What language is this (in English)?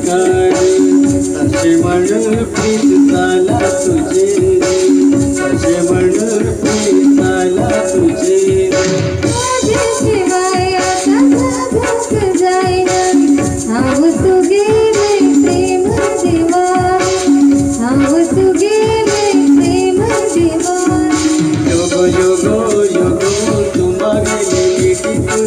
Konkani